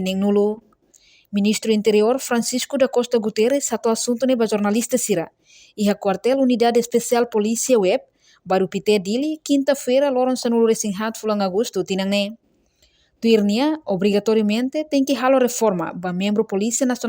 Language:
Tetum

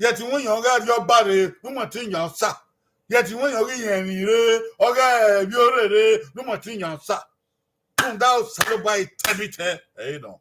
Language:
Bini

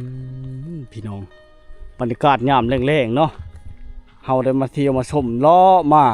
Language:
Lao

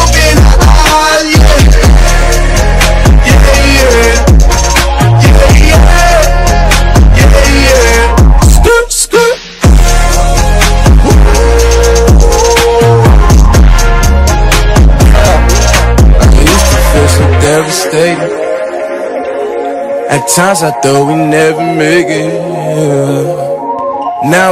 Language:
English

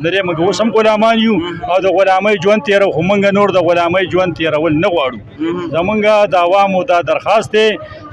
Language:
Pashto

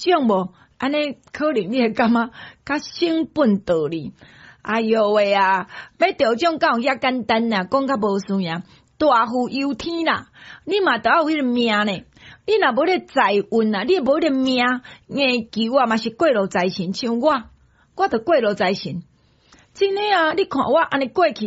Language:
Min Nan Chinese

